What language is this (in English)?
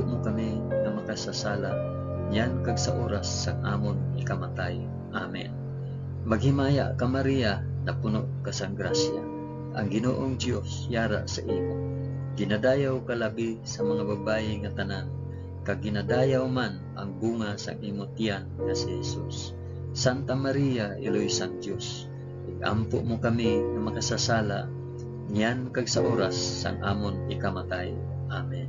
Hiligaynon